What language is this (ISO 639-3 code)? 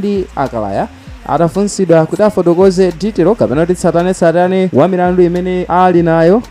nya